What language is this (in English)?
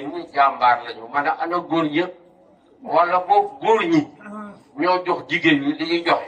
Wolof